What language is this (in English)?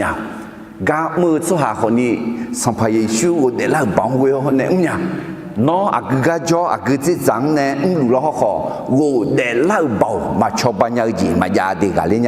Akha